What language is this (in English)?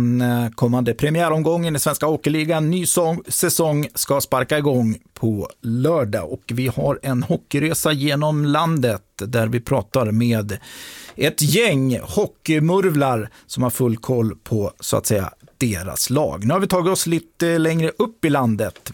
Swedish